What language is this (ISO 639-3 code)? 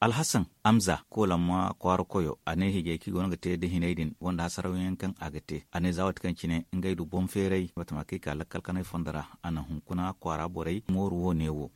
dje